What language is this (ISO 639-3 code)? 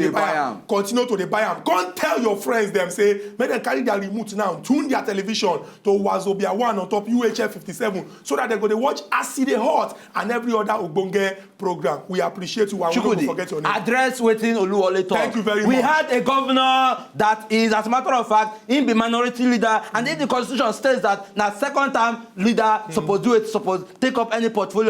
pcm